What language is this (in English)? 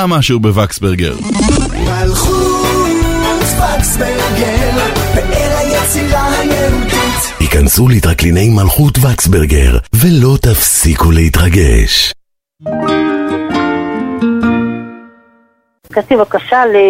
Hebrew